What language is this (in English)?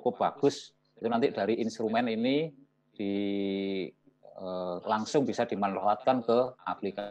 Indonesian